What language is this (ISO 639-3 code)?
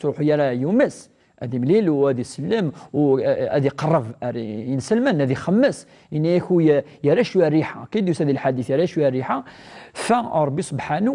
kab